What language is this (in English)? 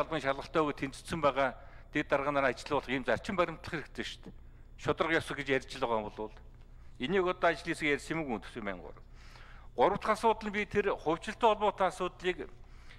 Mongolian